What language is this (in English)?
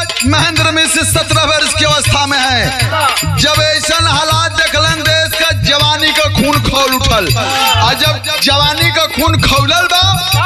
Bhojpuri